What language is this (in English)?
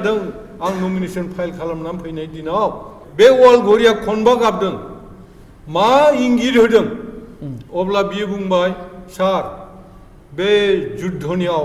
Bodo